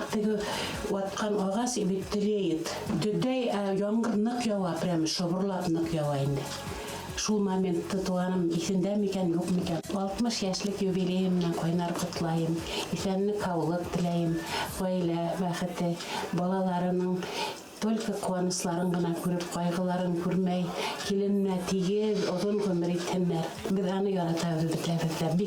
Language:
Bashkir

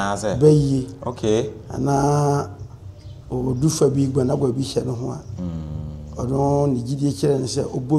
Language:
Akan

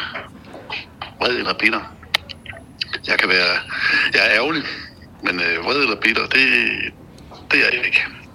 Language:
Danish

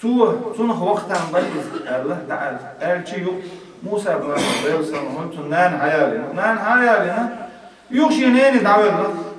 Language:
Chechen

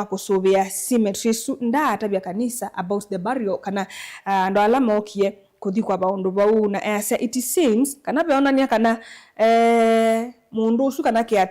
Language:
Kamba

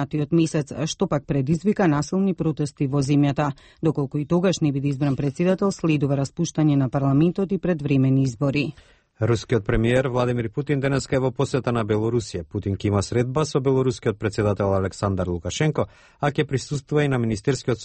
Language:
Macedonian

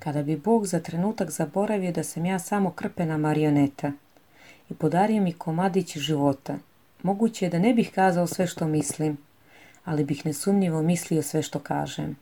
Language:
Croatian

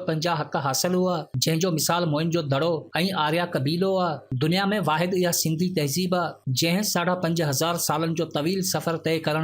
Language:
Sindhi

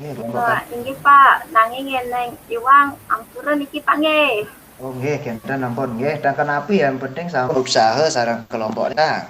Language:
Balinese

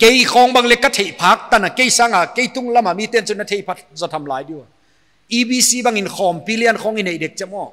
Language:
Paite Chin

